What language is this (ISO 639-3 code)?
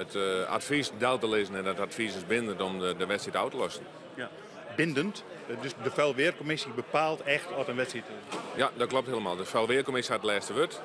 fry